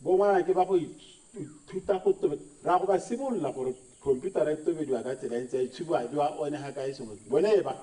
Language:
Tswana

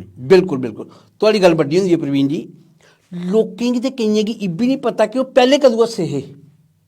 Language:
Dogri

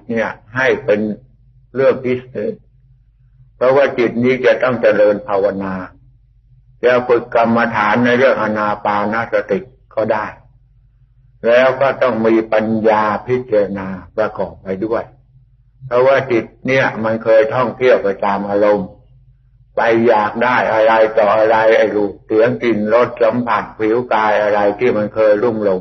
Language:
Thai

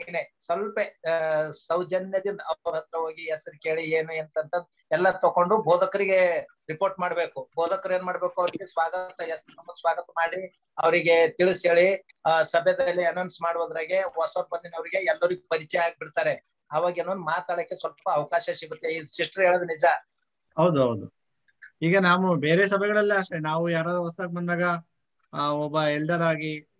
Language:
Kannada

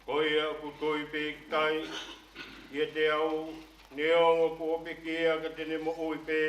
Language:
Tongan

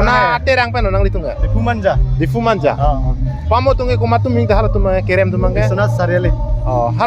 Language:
Karbi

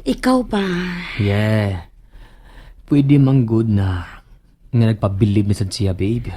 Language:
Cebuano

